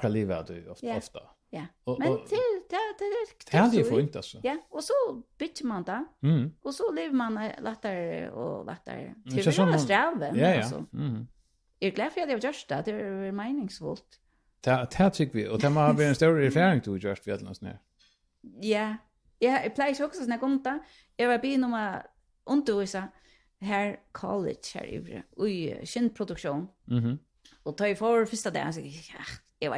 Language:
Faroese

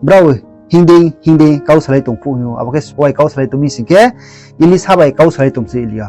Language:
Riang (India)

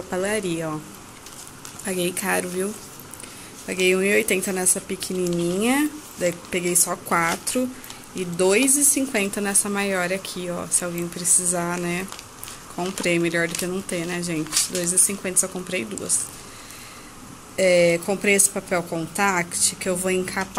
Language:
Portuguese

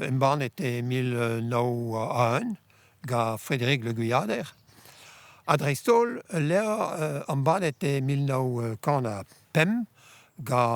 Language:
Breton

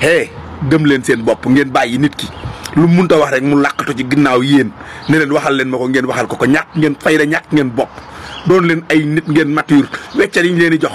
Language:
Wolof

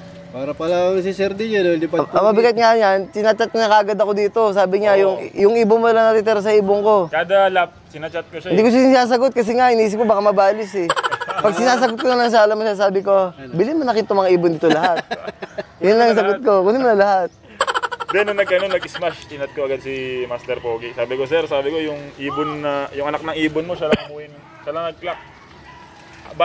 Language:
Filipino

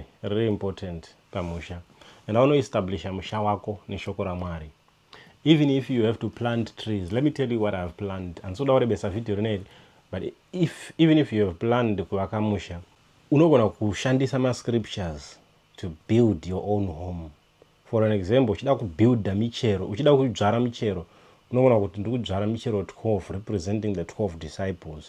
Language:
Shona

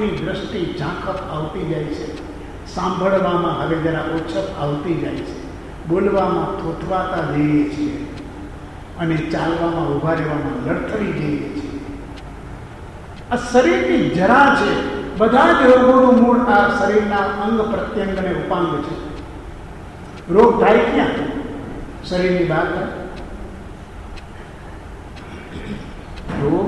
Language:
Gujarati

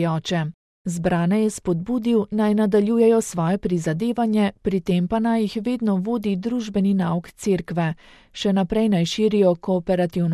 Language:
Slovenian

